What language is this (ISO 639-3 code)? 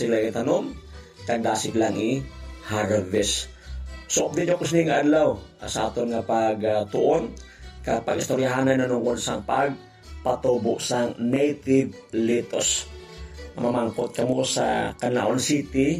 hil